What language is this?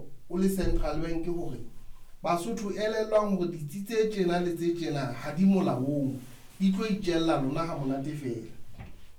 Southern Sotho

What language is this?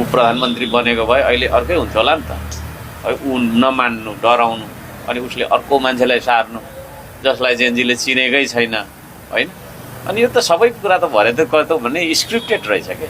Nepali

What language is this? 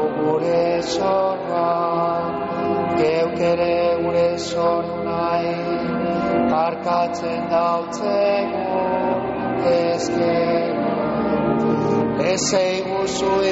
Basque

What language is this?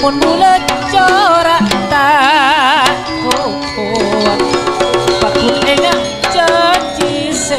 Madurese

